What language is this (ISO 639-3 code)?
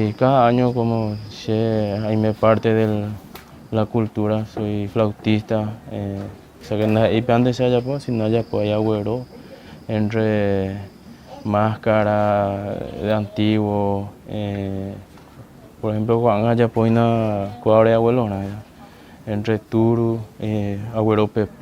grn